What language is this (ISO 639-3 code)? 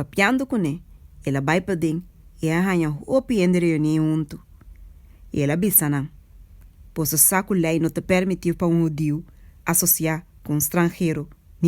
pap